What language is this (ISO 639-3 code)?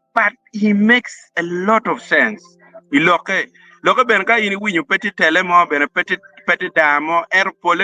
ach